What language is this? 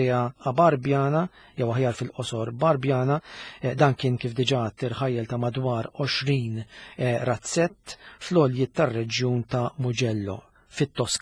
Maltese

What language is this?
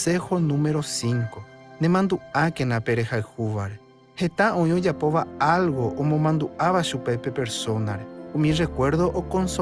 Guarani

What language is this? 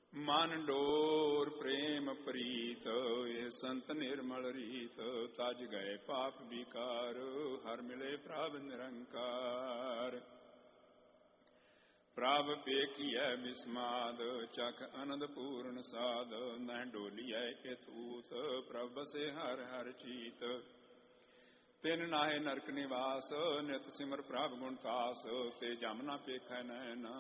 Punjabi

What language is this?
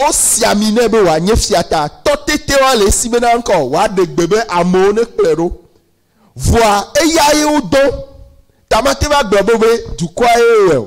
Ewe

